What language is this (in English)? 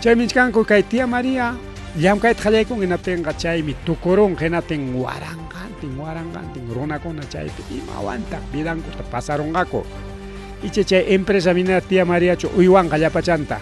Ayacucho Quechua